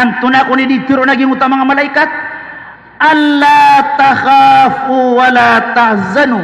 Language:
Maranao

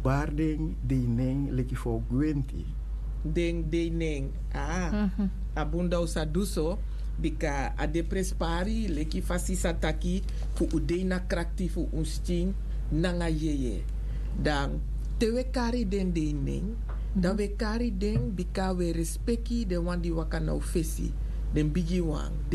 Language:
Sranan Tongo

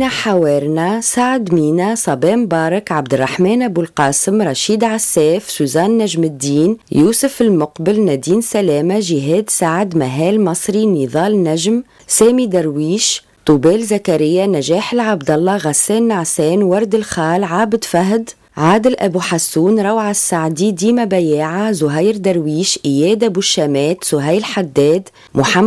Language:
Tunisian Arabic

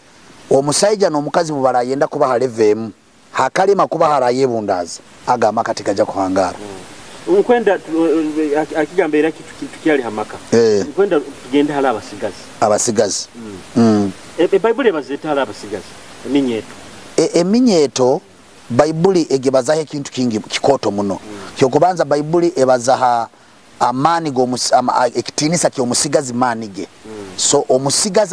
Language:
Nyoro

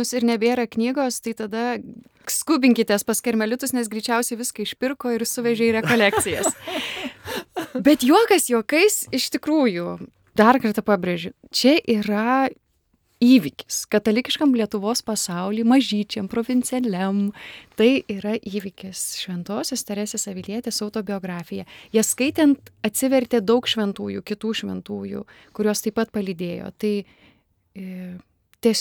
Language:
Lithuanian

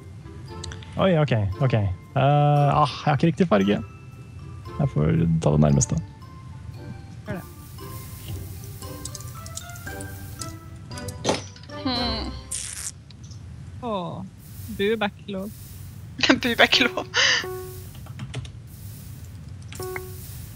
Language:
Norwegian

